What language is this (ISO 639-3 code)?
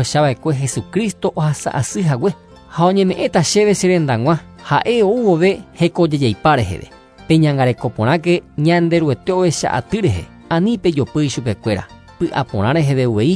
grn